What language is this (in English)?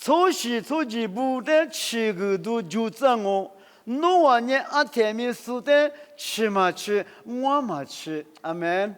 Lisu